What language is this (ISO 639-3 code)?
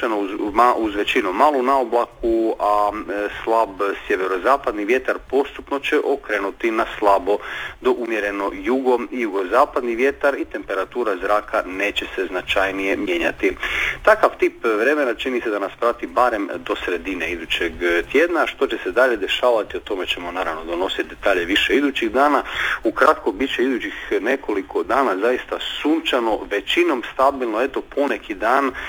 hrv